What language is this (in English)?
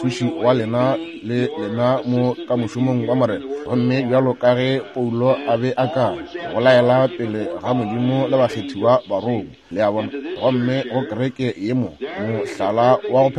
Northern Sotho